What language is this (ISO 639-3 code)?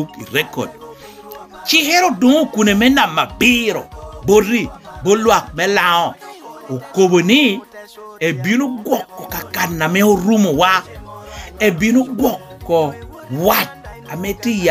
laj